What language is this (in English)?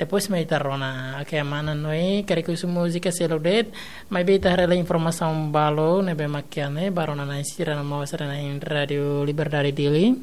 Tetum